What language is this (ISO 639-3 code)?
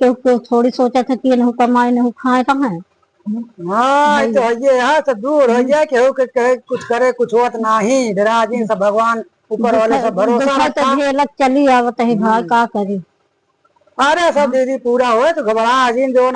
awa